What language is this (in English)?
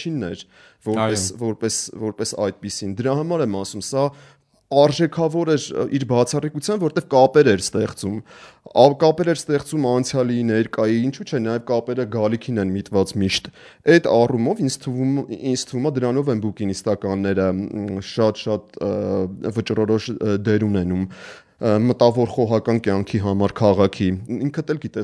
Armenian